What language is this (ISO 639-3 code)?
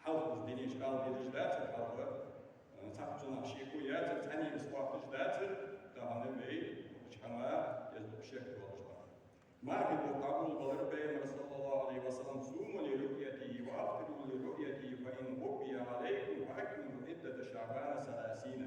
inh